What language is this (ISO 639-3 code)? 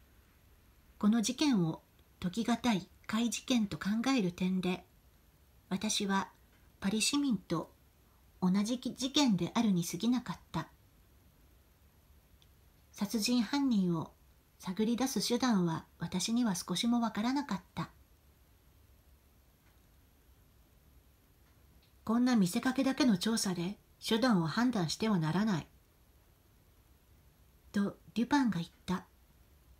jpn